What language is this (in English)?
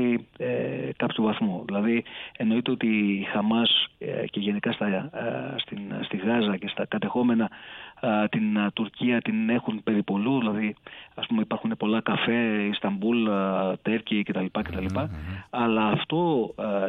Greek